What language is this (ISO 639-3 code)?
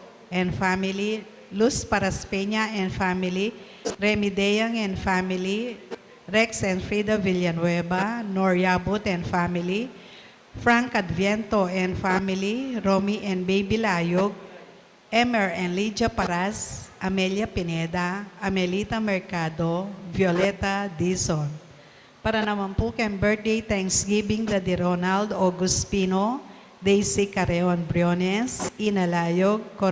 pam